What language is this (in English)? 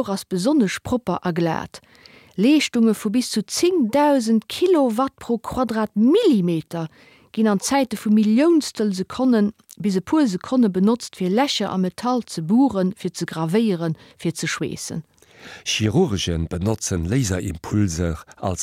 Luxembourgish